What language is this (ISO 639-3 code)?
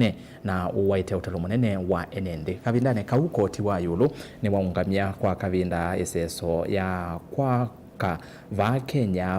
kam